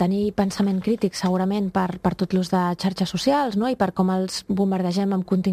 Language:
Catalan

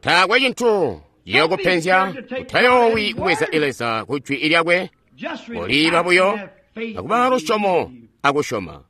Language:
Tonga (Zambia)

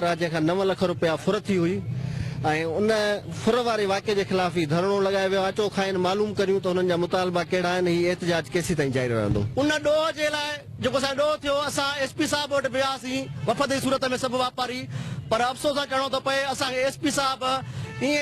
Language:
Sindhi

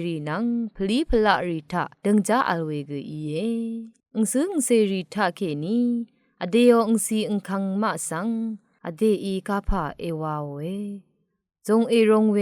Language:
Rawang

